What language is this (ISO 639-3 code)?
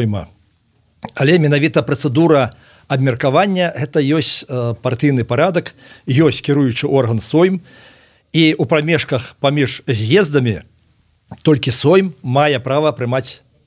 bel